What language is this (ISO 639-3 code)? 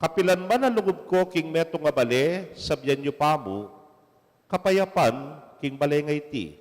pam